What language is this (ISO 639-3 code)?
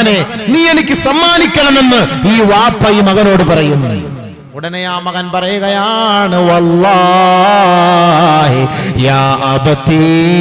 mal